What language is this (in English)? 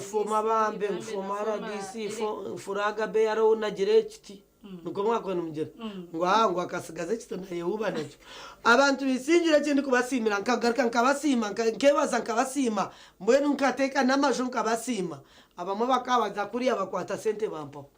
Nyankole